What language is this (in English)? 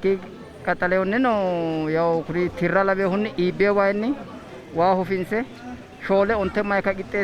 Sidamo